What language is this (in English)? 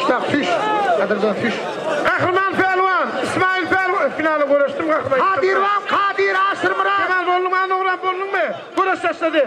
Turkmen